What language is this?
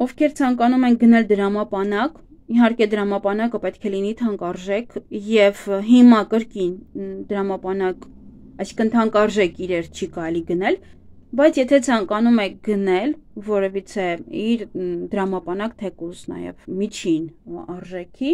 Armenian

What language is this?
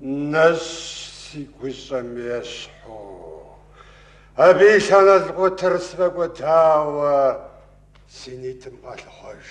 Kabardian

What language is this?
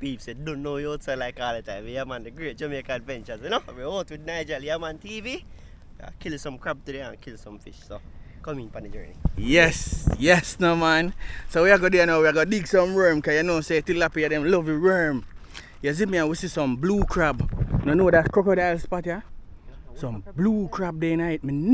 Jamaican Creole English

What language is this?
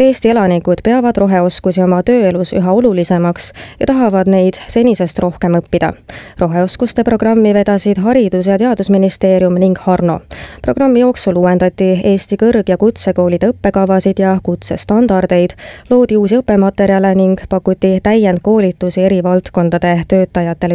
Estonian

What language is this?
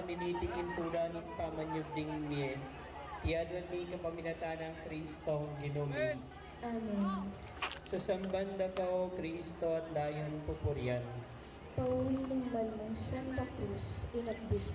Pampanga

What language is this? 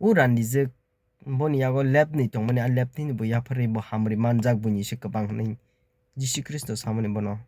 Kok Borok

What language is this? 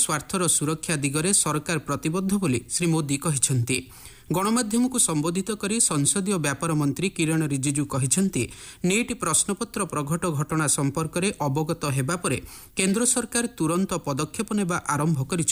Odia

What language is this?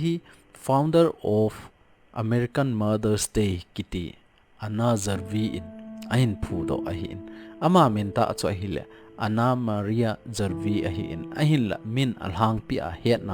Thado Chin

